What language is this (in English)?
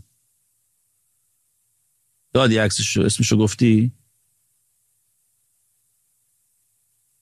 Persian